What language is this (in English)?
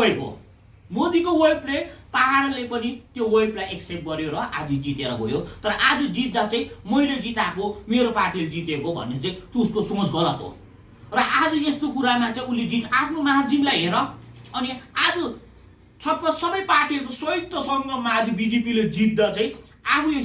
Nepali